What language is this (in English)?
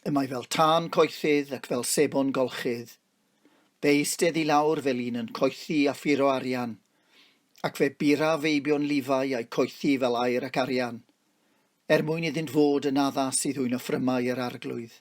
Welsh